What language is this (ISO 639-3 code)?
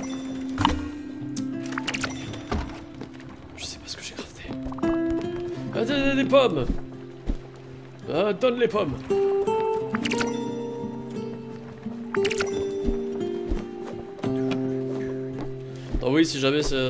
fra